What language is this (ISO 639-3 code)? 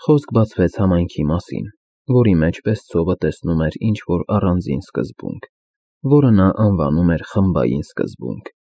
hye